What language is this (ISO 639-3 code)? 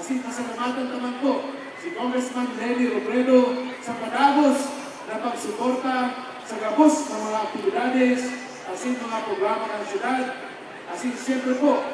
bik